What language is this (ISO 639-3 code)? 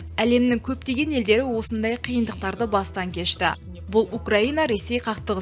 kaz